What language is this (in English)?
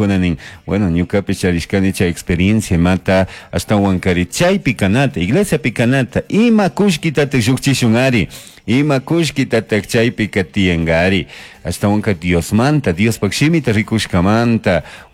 Chimborazo Highland Quichua